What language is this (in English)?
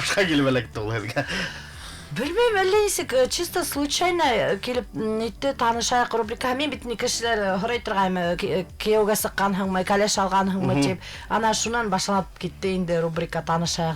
Bashkir